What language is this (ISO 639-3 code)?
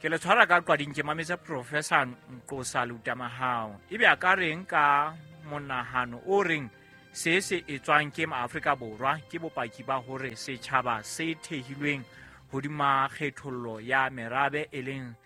sot